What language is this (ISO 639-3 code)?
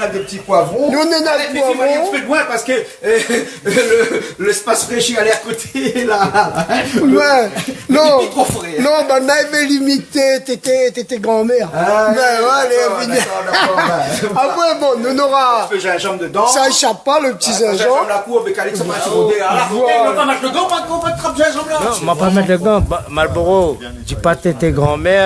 rcf